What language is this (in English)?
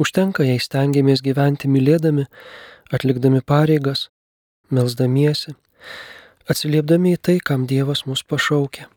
Lithuanian